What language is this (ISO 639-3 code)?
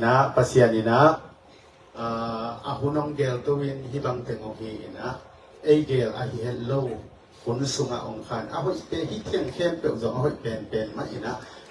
ctd